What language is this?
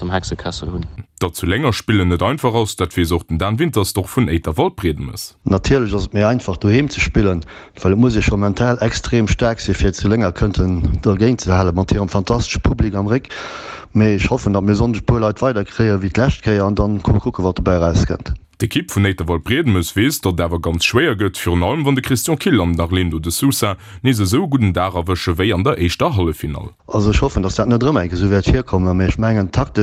Luxembourgish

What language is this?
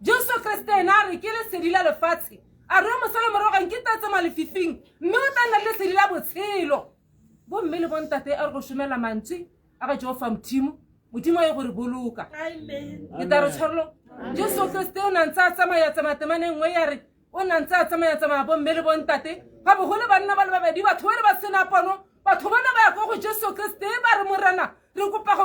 Tswana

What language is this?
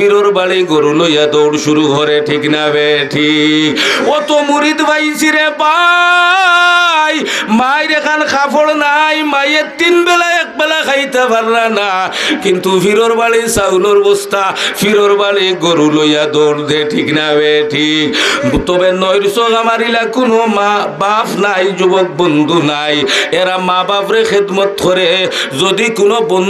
Sylheti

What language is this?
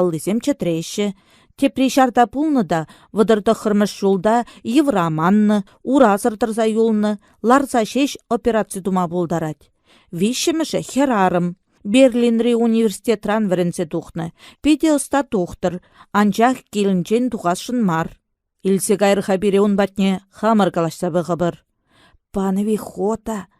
Chuvash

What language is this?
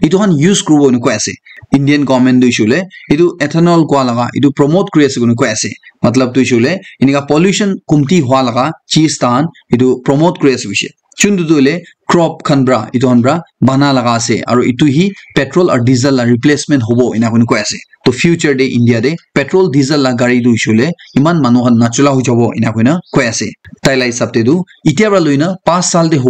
Naga Pidgin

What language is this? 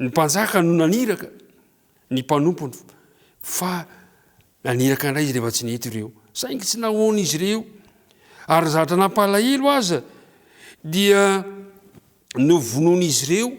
Malagasy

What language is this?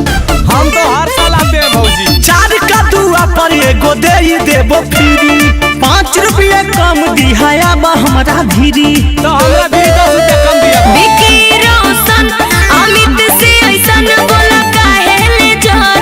Magahi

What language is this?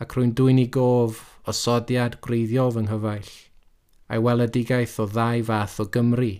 Welsh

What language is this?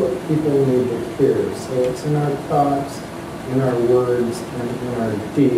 English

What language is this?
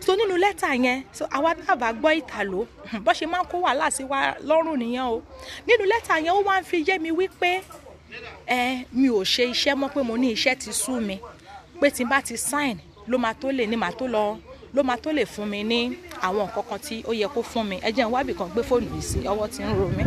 Yoruba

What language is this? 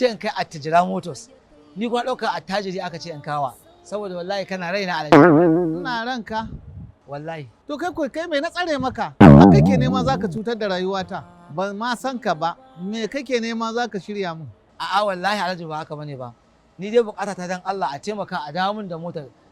Hausa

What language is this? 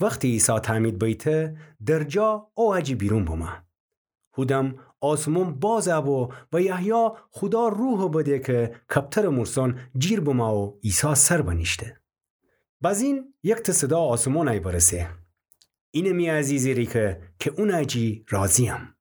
Gilaki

